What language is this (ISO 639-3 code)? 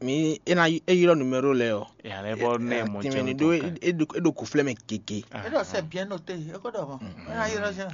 fon